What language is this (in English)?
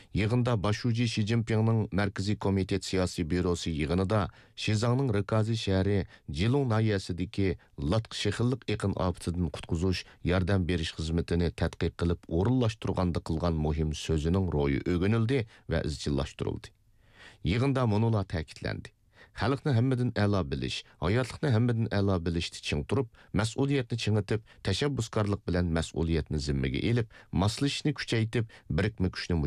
Uyghur